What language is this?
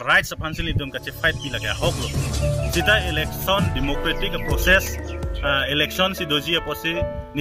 Karbi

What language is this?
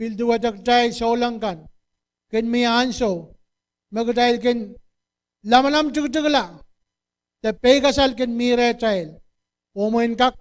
Pohnpeian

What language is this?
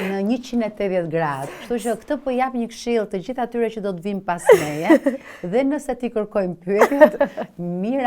Albanian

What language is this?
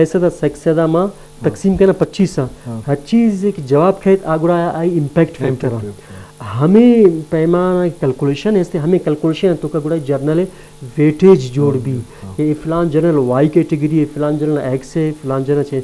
Eastern Balochi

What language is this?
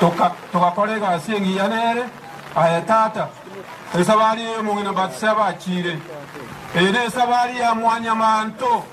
Gusii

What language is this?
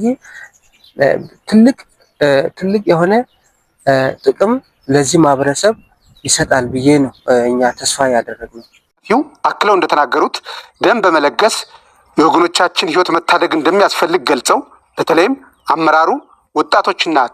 Amharic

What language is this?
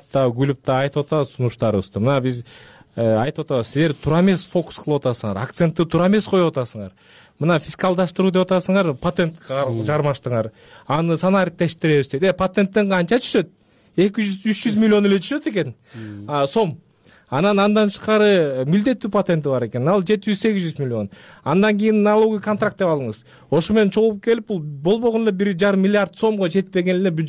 Kyrgyz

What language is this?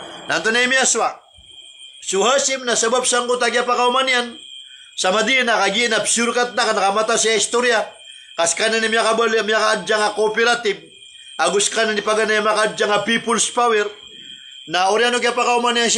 Maranao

